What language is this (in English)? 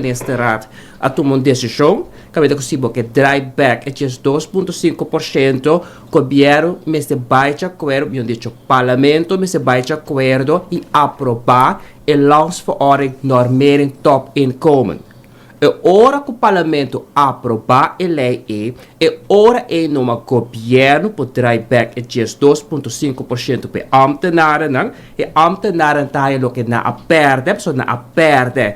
Papiamento